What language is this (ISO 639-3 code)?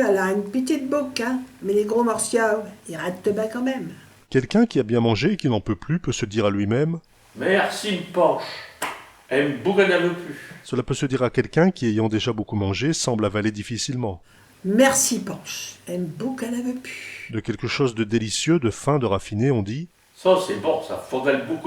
pcd